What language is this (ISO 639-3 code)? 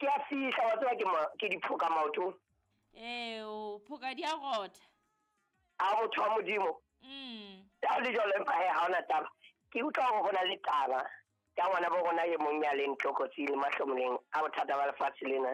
sot